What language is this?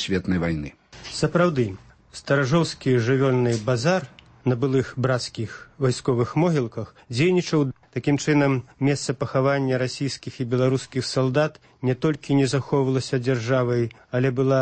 Belarusian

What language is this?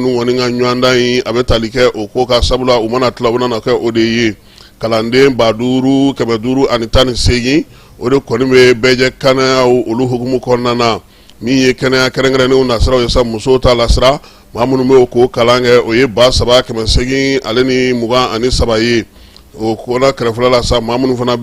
Bambara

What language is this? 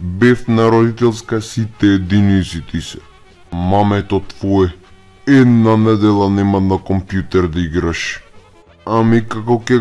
Macedonian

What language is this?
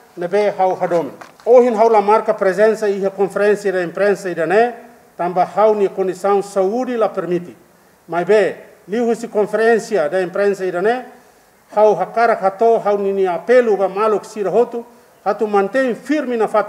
Tetum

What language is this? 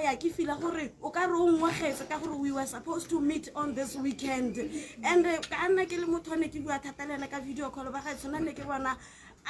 Tswana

